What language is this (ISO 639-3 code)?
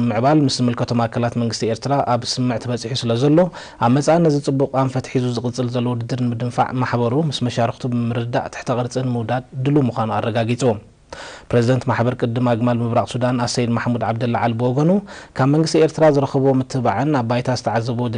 tir